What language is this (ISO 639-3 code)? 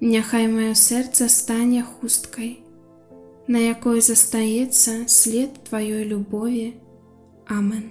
bel